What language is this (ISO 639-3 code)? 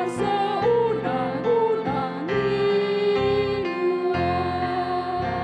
bbc